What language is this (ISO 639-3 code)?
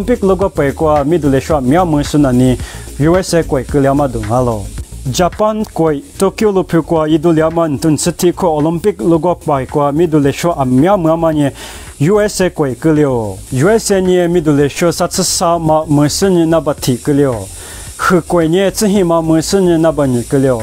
lis